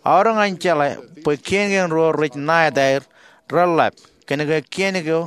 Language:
Marshallese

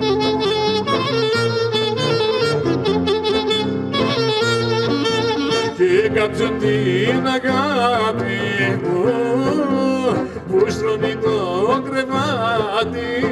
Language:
Greek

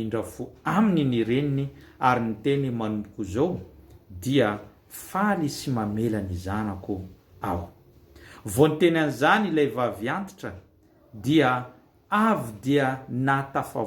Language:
Malagasy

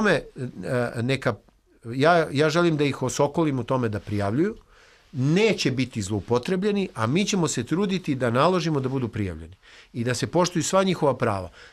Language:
Serbian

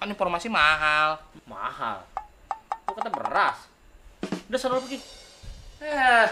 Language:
Betawi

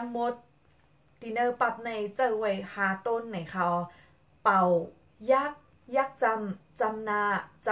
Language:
Shan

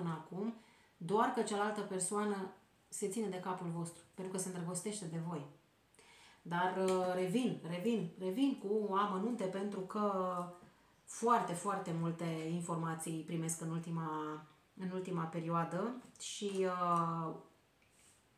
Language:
Romanian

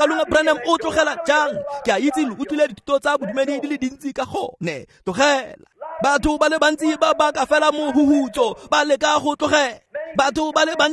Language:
Tswana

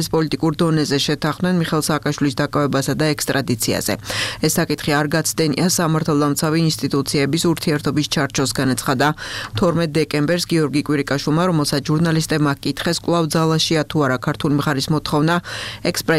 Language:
Georgian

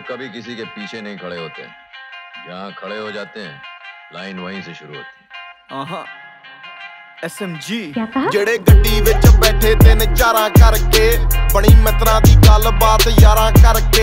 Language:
Punjabi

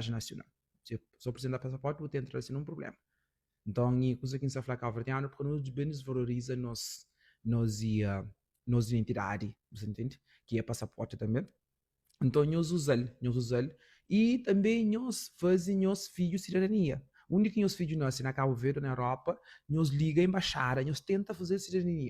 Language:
Kabuverdianu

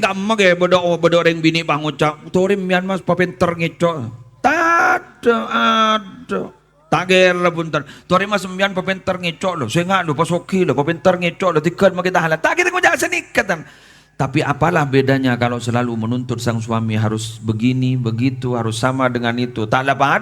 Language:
Madurese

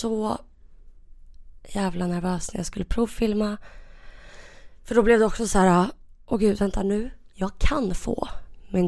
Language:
Swedish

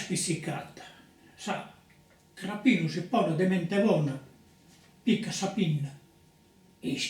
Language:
Sardinian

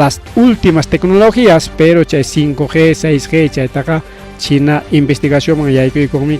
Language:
Ayacucho Quechua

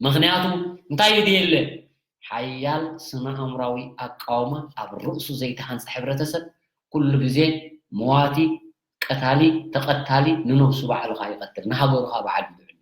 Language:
Tigrinya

